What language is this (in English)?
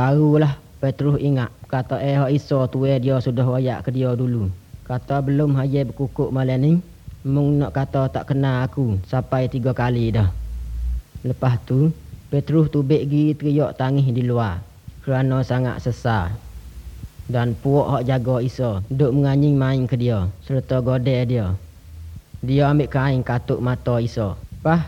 Malay